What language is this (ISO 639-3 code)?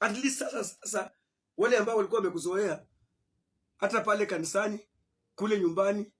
swa